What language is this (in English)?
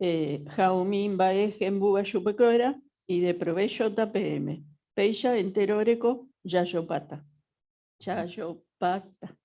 Guarani